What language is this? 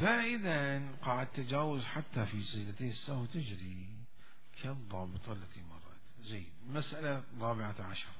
Mesopotamian Arabic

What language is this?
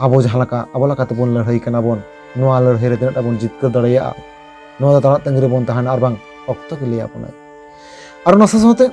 Santali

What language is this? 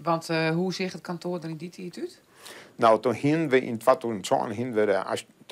Western Frisian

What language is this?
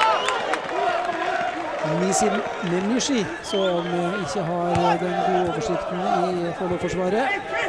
Norwegian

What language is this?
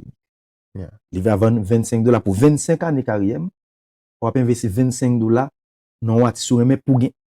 Haitian Creole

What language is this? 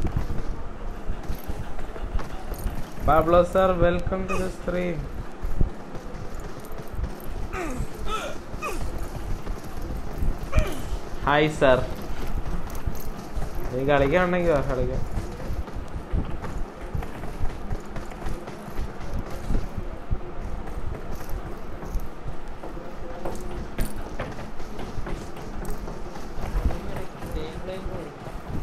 Malayalam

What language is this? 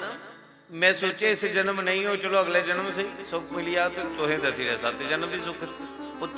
Dogri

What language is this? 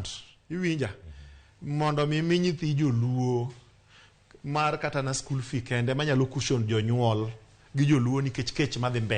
Luo (Kenya and Tanzania)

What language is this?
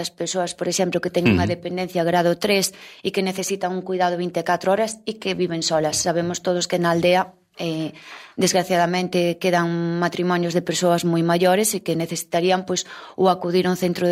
Galician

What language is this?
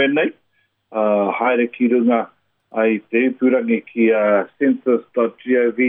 Māori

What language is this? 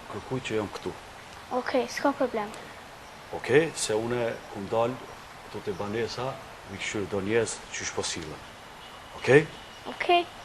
Albanian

